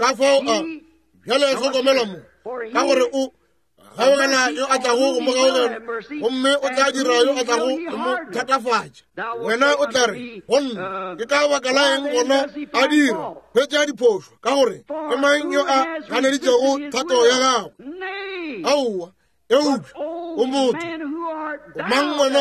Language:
Northern Sotho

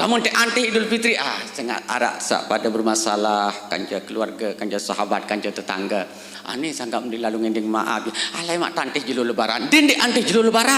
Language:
Sasak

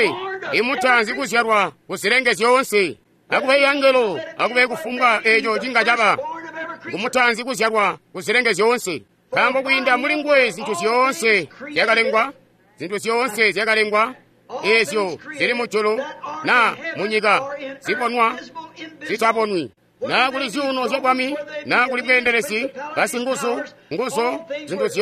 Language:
Tonga (Zambia)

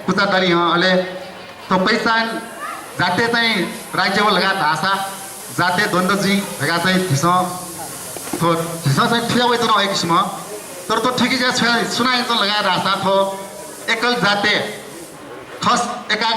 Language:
Newari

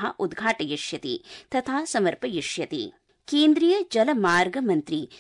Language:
Sanskrit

